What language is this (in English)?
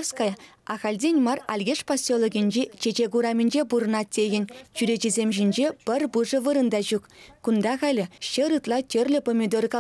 Chuvash